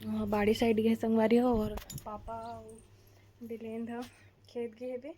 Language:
Chhattisgarhi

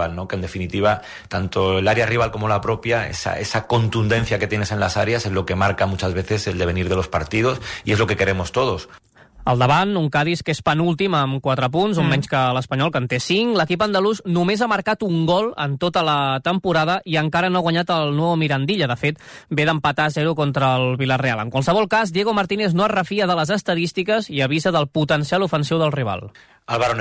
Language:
Catalan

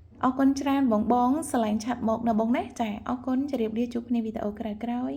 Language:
Khmer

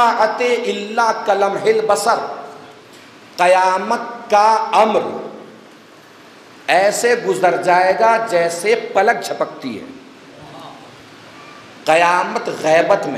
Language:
Urdu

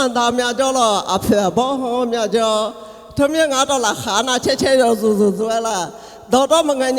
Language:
Akha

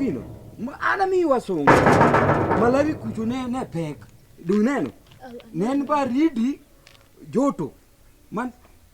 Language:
Luo (Kenya and Tanzania)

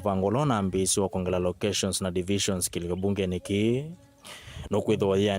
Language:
Kamba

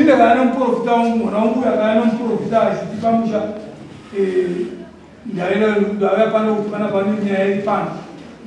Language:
Shona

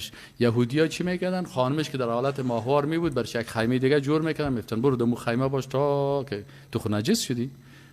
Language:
Persian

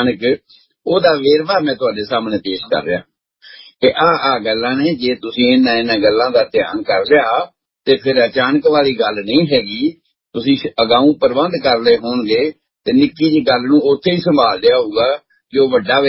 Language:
Punjabi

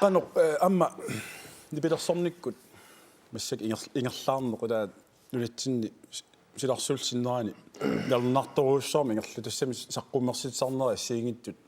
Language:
Kalaallisut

